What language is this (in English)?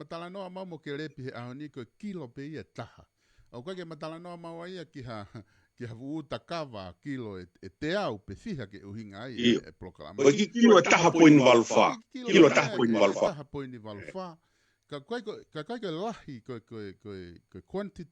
Tongan